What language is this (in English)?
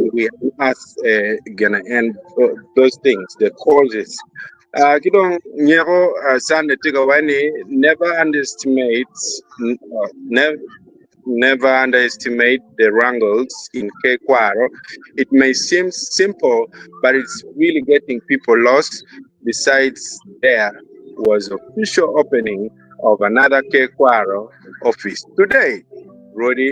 Acoli